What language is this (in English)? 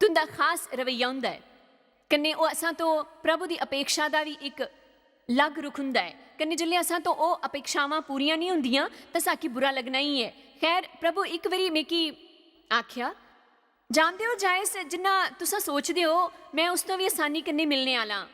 Dogri